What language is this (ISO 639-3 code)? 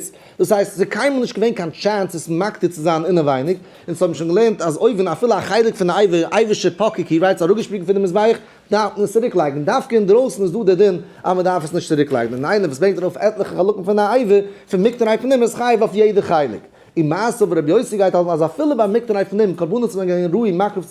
yid